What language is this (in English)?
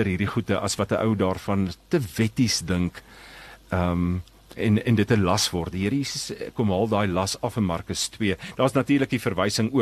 Afrikaans